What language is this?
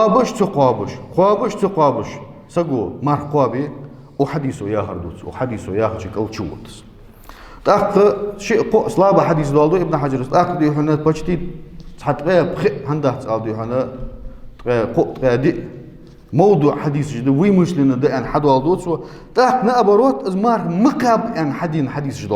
Ingush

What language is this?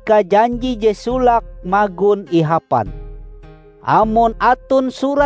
Ngaju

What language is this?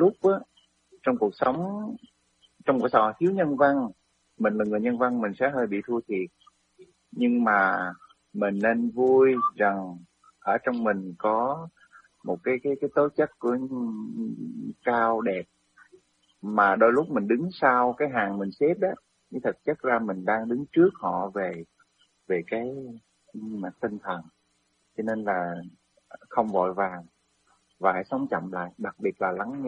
Vietnamese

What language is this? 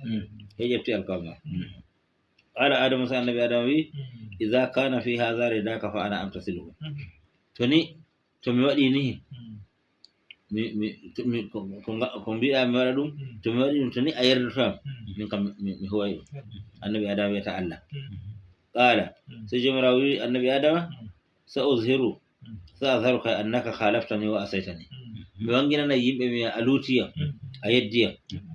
Fula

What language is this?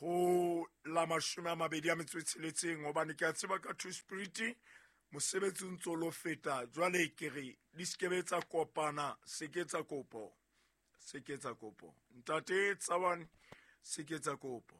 Southern Sotho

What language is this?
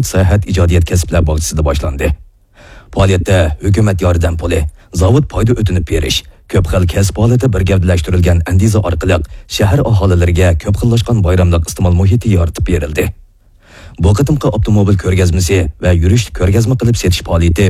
Uyghur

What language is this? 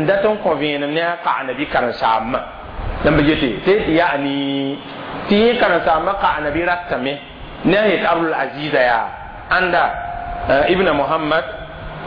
Mossi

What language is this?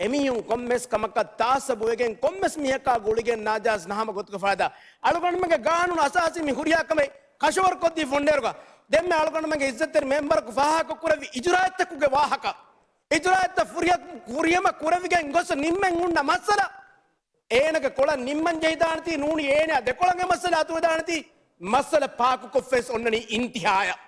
Divehi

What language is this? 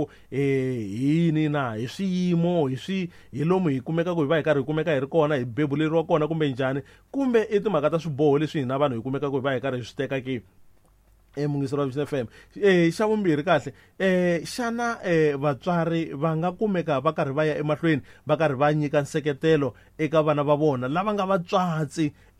Tsonga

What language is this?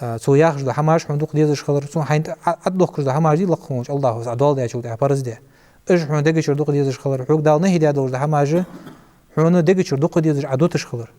Ingush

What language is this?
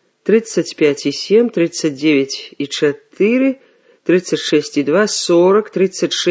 Belarusian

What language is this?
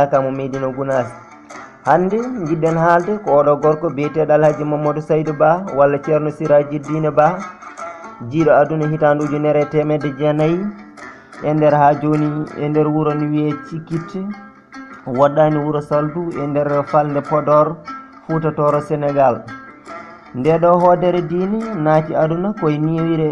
Fula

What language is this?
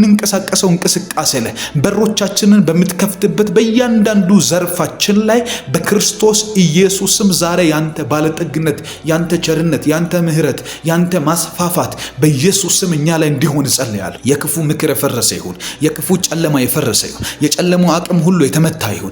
Amharic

